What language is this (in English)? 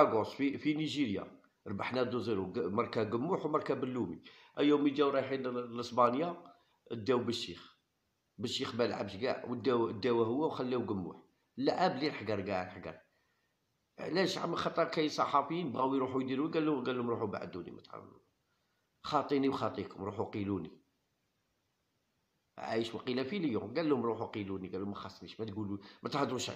Algerian Arabic